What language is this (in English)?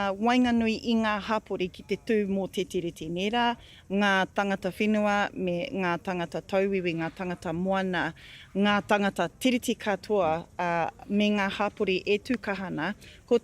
Māori